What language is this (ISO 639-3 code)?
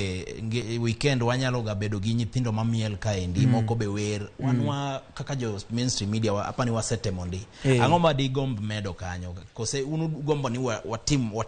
luo